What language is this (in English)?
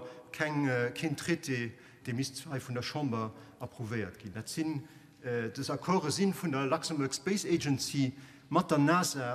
Luxembourgish